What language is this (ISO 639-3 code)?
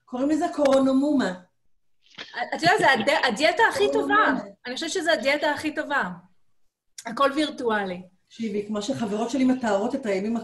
heb